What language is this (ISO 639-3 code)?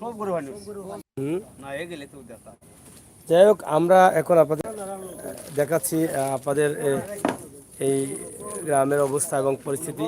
syl